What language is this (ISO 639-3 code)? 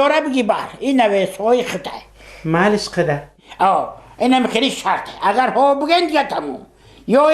tgk